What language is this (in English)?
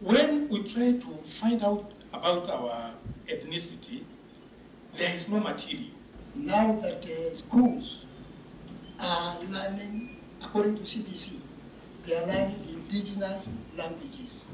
Kamba